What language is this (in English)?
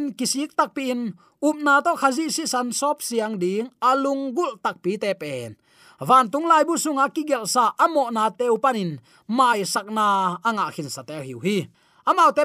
Tedim Chin